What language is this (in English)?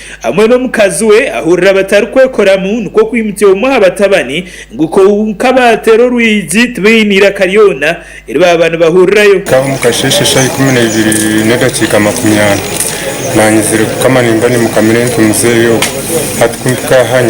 Nyankole